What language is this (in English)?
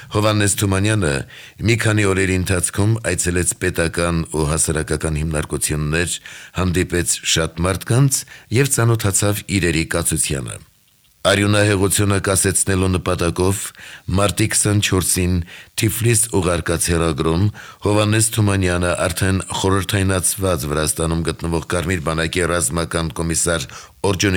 Armenian